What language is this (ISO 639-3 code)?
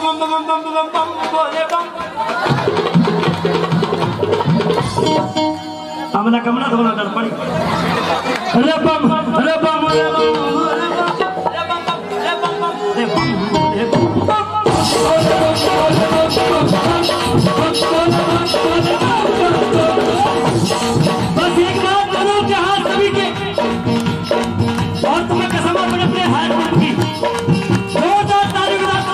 hin